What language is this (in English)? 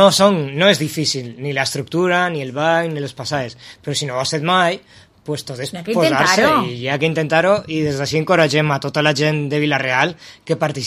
Catalan